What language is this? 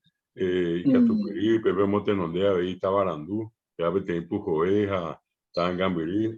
Guarani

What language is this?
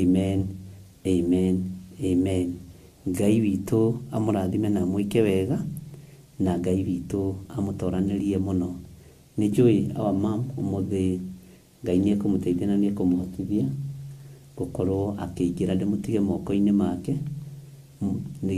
Kikuyu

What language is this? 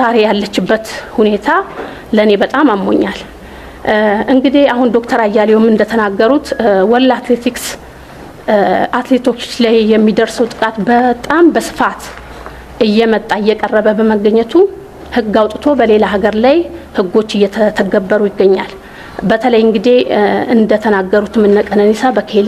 Amharic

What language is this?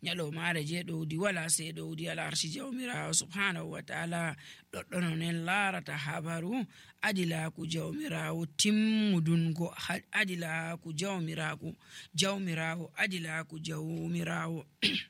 Nigerian Fulfulde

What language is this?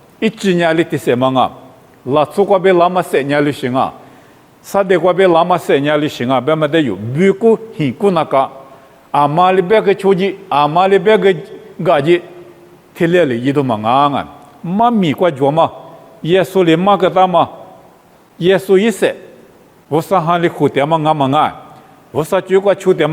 Lisu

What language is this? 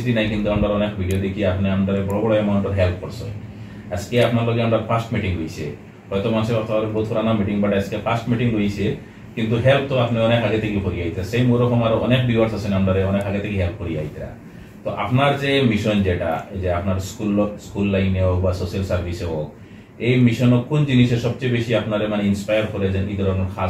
Sylheti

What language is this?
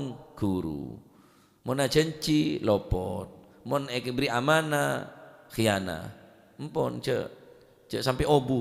Madurese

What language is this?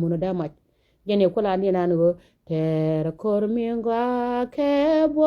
Nuer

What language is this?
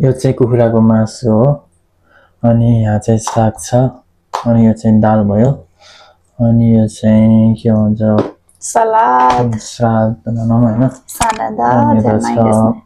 Nepali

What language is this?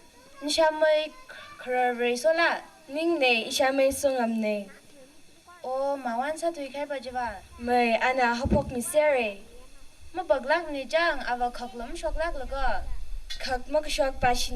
Tangkhul Naga (India)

